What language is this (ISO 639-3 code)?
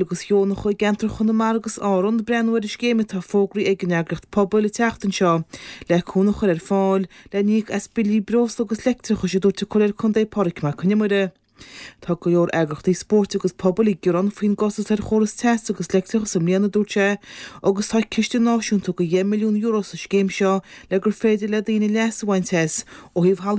gle